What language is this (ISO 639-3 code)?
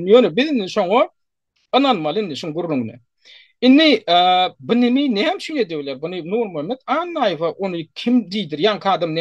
tuk